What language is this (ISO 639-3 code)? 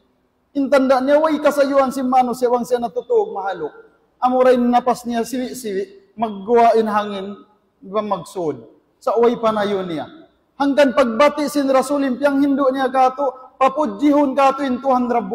tsg